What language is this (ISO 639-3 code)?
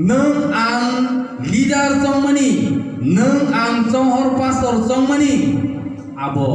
trp